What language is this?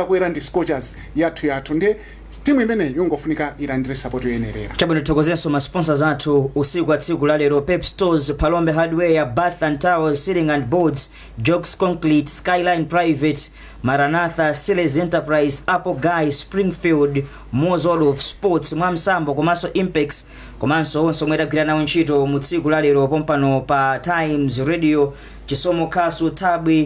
Nyanja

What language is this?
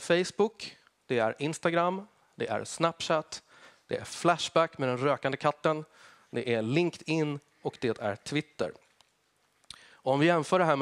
Swedish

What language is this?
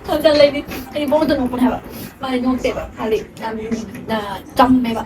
Manipuri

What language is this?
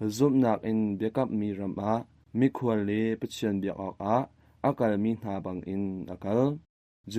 Hakha Chin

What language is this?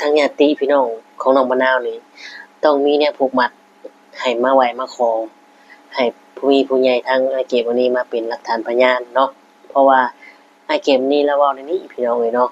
Northeastern Thai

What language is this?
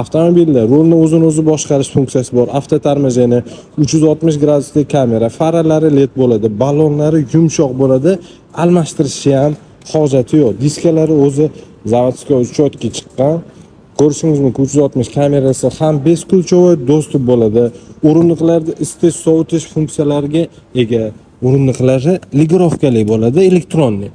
Uzbek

